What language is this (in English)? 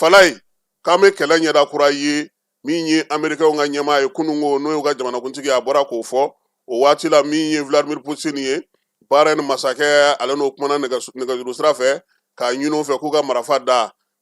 Bambara